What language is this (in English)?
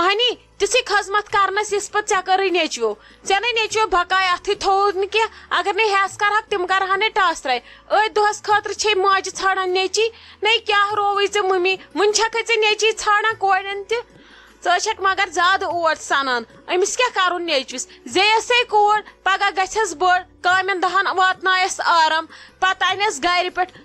Kashmiri